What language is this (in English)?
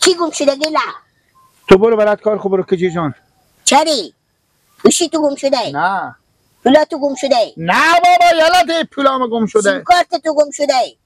Persian